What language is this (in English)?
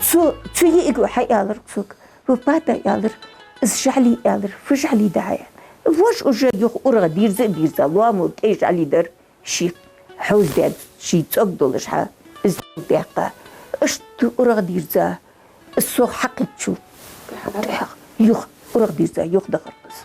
Ingush